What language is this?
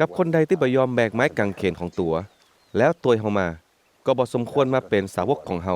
Northern Thai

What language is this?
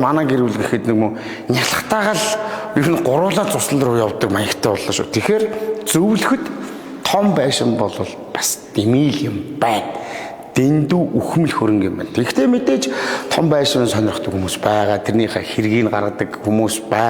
Mongolian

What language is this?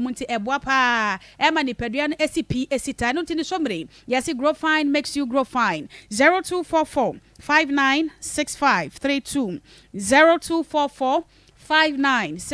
Akan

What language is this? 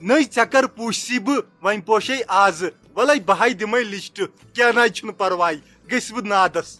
Kashmiri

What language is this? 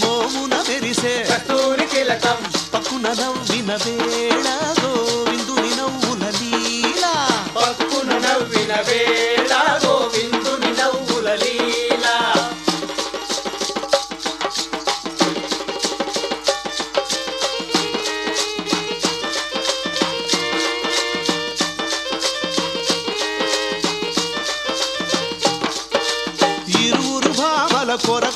Telugu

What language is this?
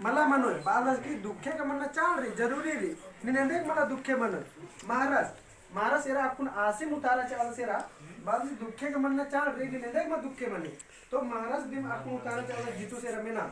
Kurukh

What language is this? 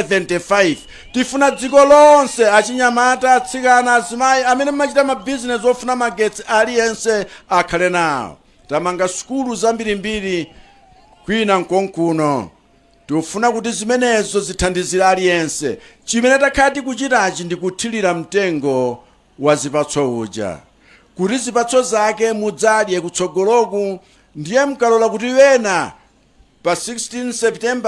Nyanja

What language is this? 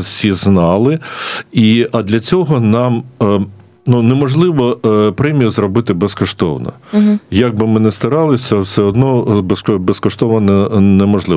Ukrainian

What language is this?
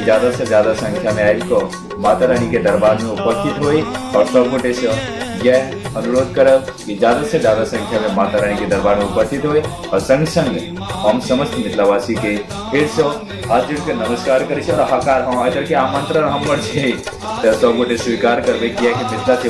Maithili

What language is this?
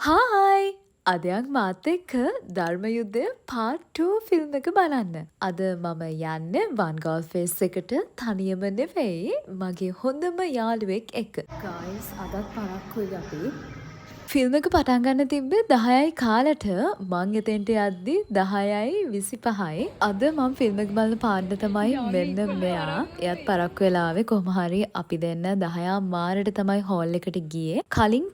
Sinhala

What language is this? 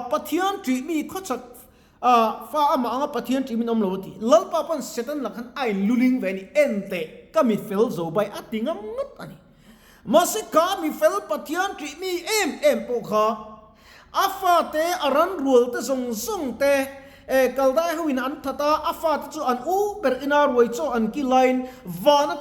Mizo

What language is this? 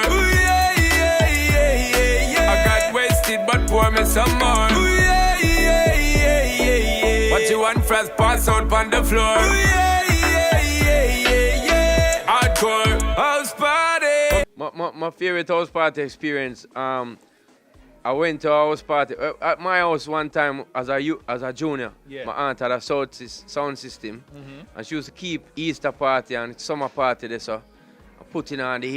Jamaican Creole English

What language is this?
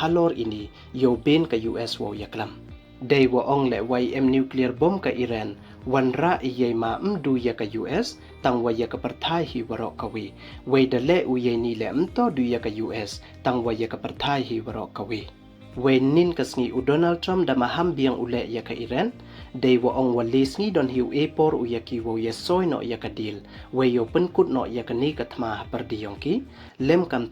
Pnar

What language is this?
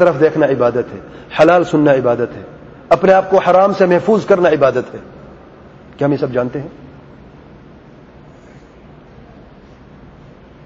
Urdu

